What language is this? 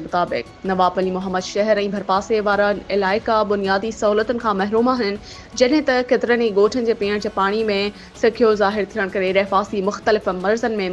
Sindhi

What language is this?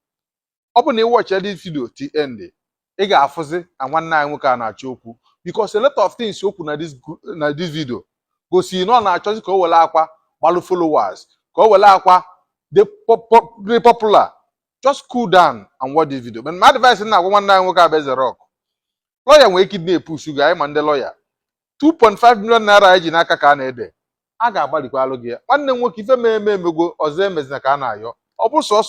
Igbo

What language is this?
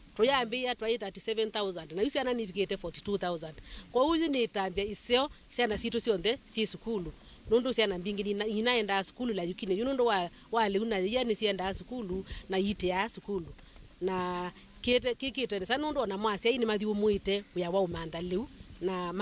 Kamba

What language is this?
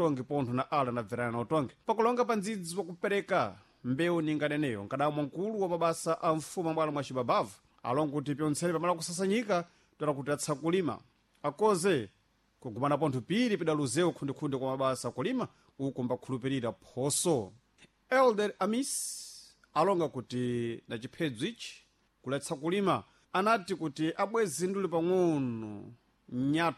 Sena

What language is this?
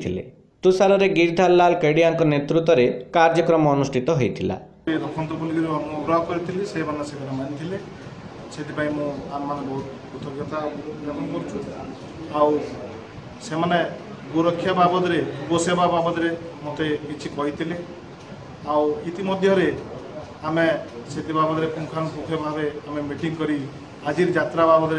Odia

